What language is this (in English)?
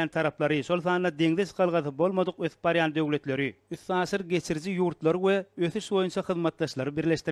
Turkmen